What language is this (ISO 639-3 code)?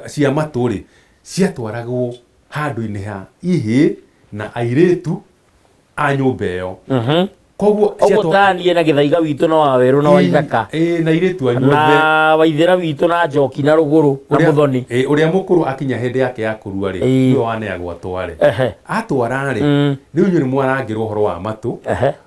kik